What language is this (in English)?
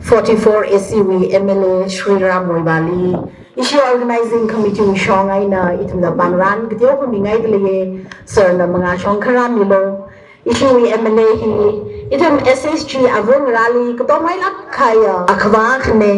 Tangkhul Naga (India)